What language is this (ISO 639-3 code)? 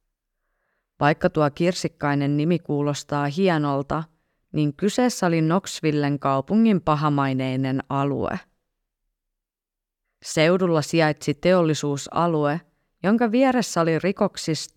fin